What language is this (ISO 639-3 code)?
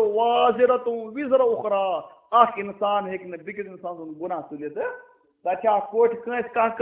kas